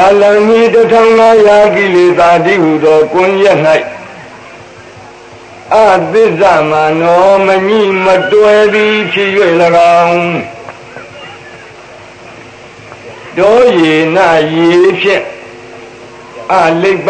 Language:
Burmese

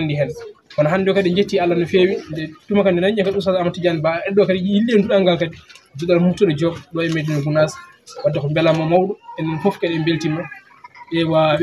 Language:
Fula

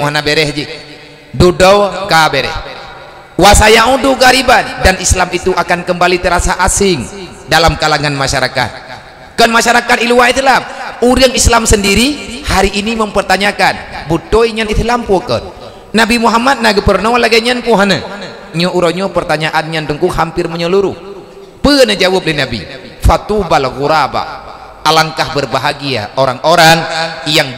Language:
Achinese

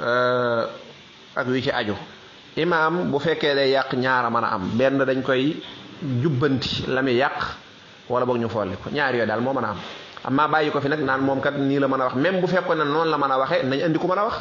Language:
Wolof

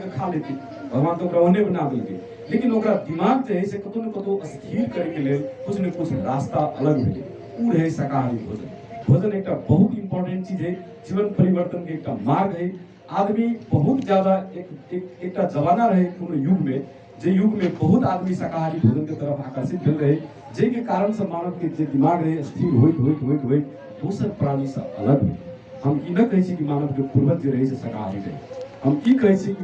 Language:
Magahi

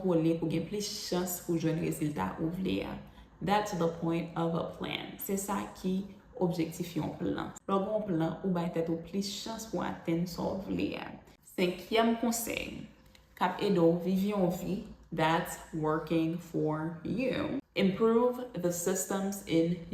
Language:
Haitian Creole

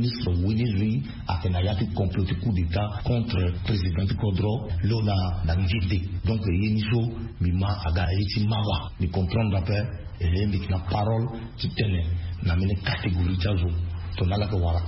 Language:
Sango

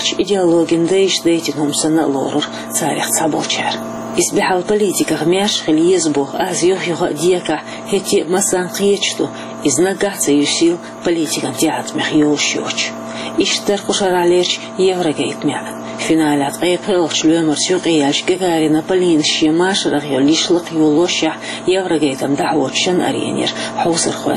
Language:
Chechen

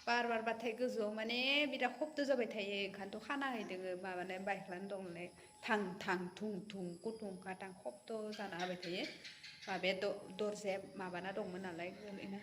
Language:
Bodo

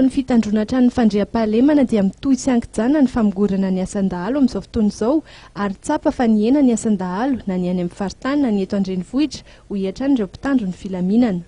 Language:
Malagasy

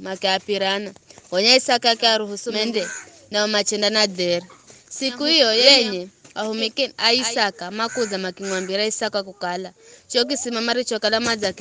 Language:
Giryama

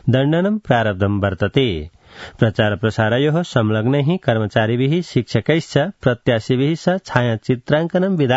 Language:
Sanskrit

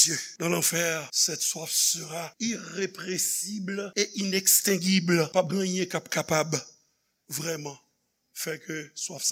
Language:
Haitian Creole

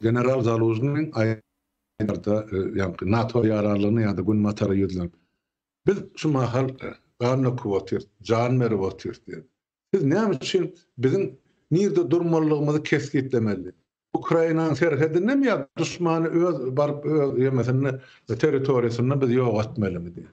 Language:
Turkmen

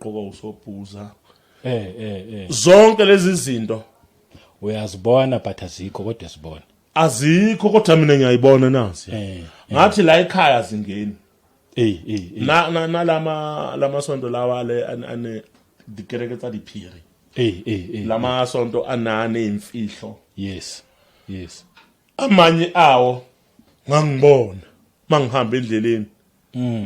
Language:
Zulu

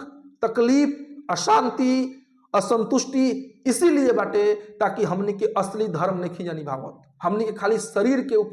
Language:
Bhojpuri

